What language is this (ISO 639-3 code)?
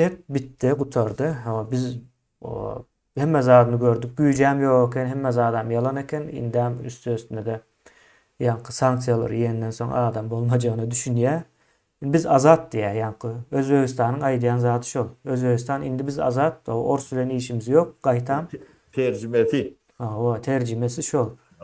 tuk